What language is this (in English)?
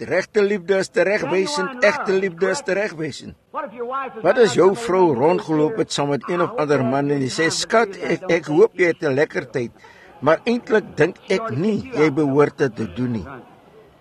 Afrikaans